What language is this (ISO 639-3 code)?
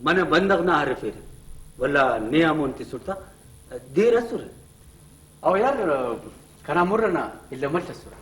brh